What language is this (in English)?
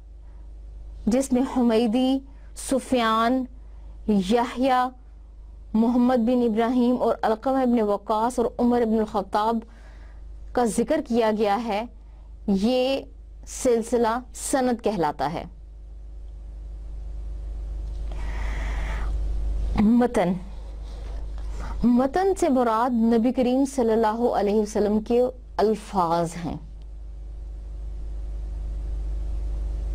Urdu